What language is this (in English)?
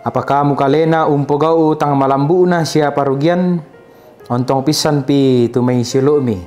Toraja-Sa'dan